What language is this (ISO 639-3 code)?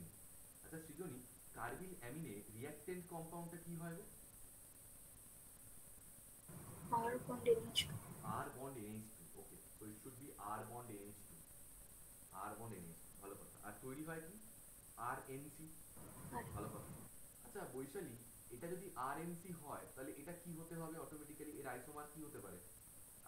ben